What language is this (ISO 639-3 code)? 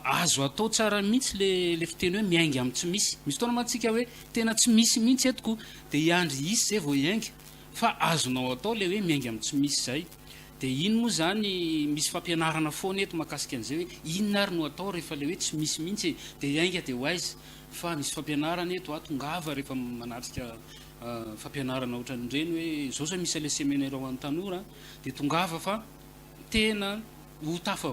mlg